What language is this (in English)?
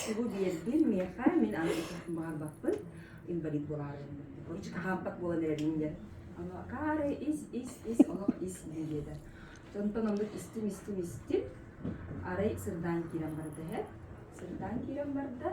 Yakut